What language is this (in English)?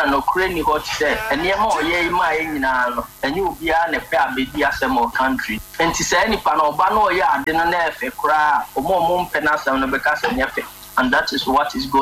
Akan